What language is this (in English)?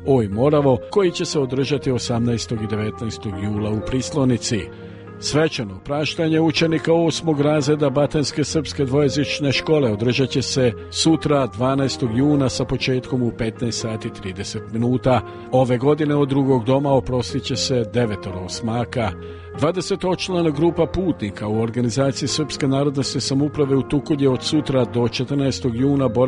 Serbian